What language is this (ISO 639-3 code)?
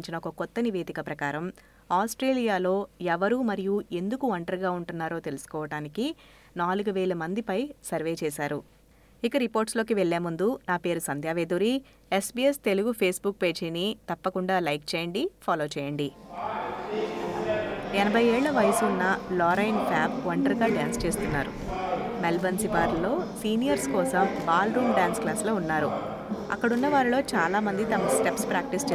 tel